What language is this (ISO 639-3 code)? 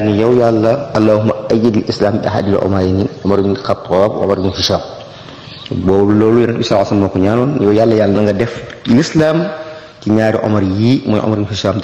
wol